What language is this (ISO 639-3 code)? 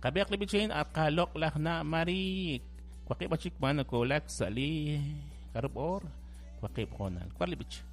kek